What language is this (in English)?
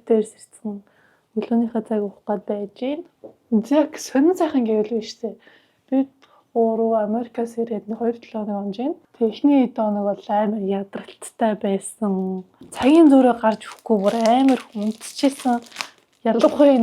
Mongolian